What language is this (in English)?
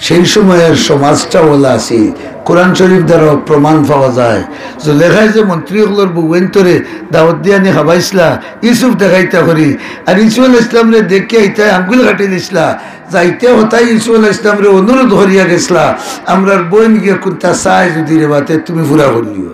Sylheti